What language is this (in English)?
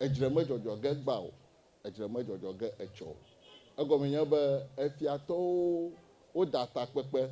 Ewe